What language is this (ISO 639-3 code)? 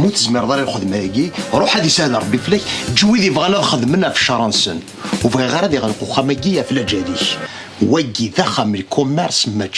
kab